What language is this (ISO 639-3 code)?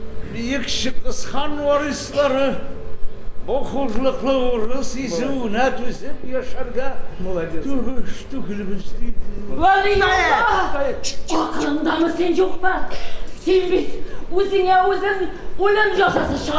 tat